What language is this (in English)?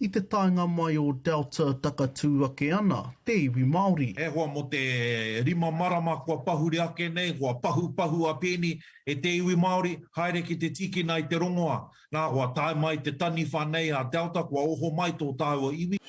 Māori